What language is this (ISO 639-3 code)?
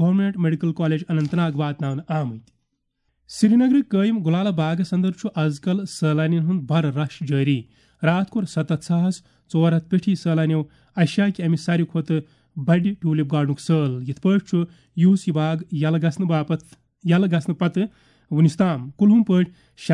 kas